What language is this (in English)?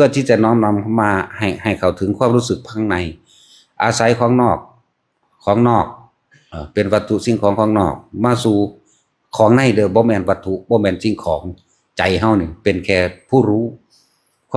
Northeastern Thai